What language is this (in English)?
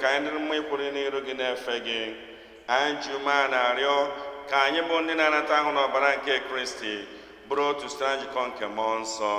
Igbo